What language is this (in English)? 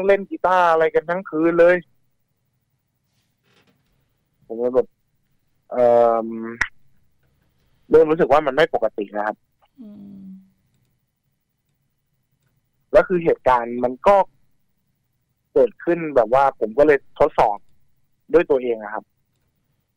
Thai